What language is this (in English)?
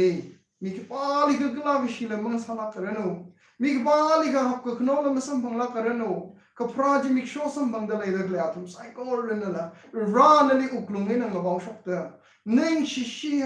Tangkhul Naga (India)